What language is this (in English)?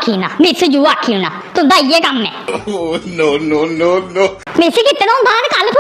Dogri